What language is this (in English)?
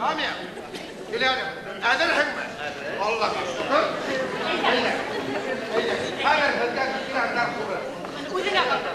Bashkir